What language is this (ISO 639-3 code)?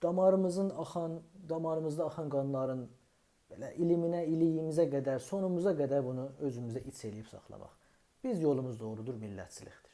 azb